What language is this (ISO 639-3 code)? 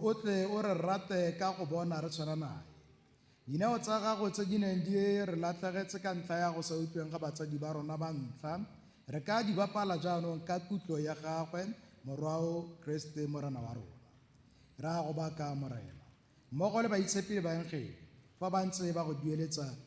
tsn